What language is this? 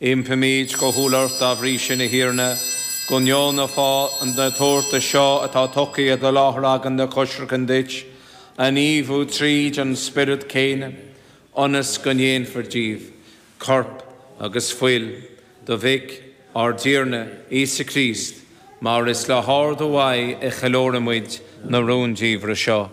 Irish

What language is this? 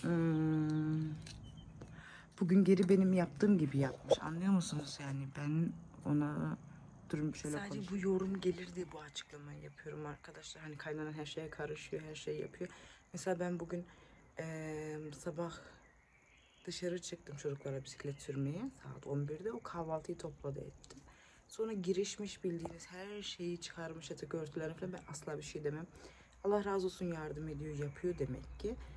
Turkish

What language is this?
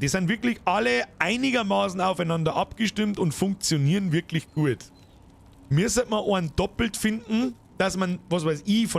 Bavarian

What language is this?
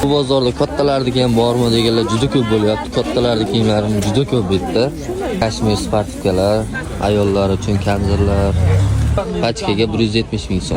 Uzbek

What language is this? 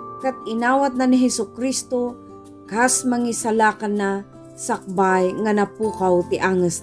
Iloko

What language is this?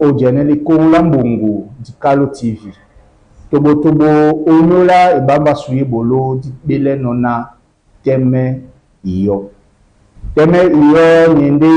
Duala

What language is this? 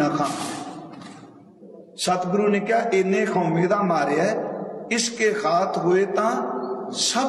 Punjabi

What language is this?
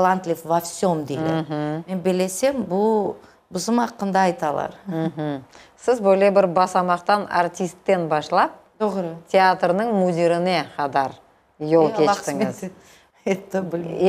Crimean Tatar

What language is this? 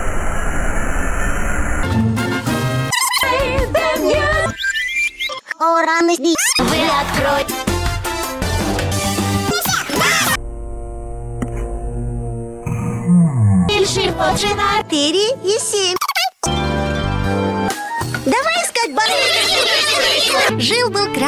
Russian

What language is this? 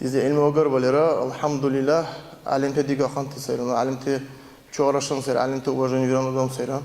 Dargwa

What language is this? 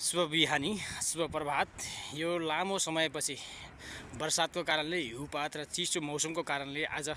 Nepali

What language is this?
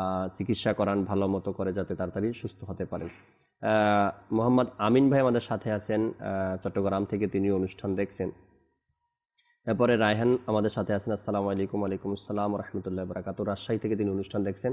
Bangla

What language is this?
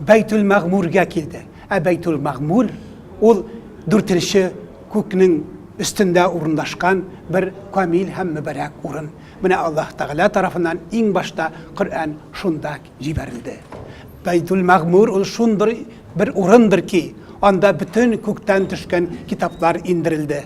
Tatar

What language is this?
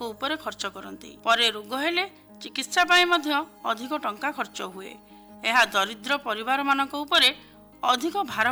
Odia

